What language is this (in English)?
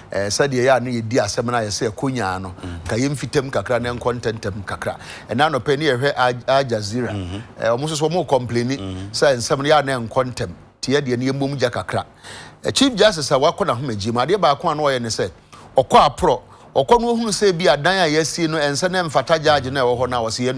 Akan